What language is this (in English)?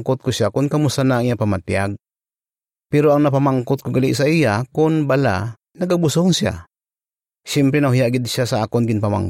Hiligaynon